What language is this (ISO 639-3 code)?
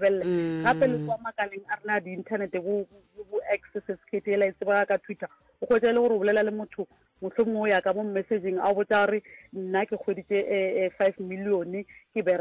nso